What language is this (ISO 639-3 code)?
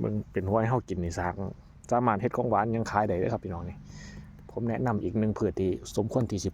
tts